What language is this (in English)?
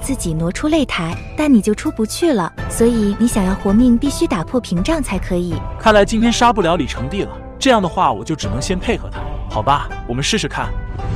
Chinese